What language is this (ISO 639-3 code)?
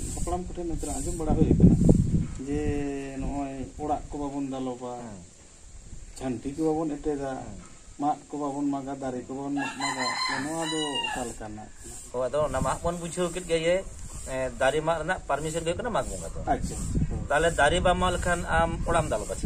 sat